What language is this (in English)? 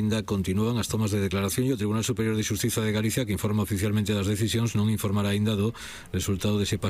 Galician